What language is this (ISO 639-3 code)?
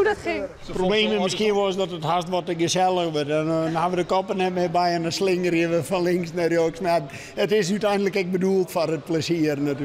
fry